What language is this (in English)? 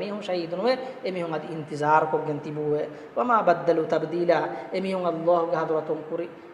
Divehi